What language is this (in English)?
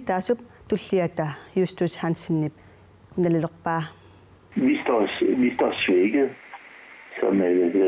Kalaallisut